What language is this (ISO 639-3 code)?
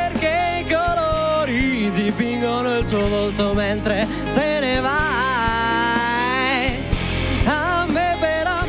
ita